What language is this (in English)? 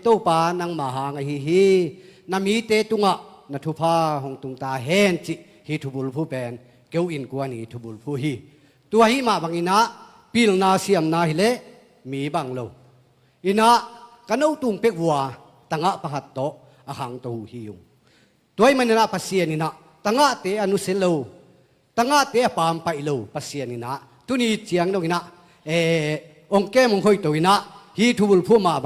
Tedim Chin